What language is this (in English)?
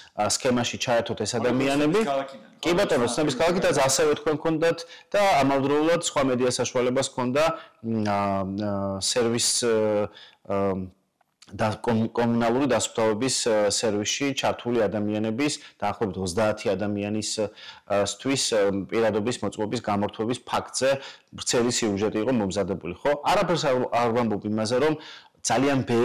Georgian